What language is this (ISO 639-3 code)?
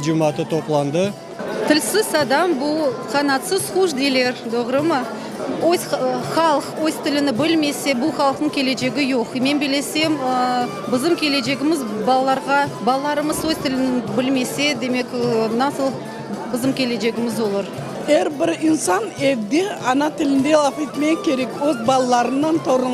crh